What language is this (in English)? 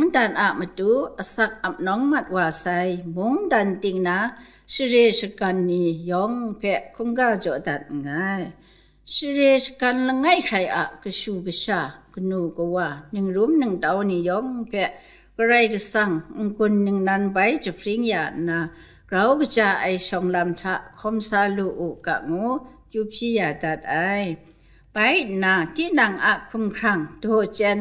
Kachin